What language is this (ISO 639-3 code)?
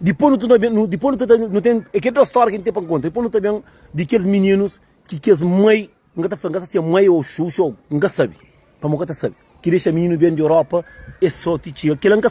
kea